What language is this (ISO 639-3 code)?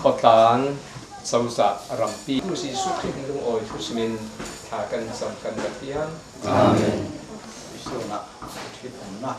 cfm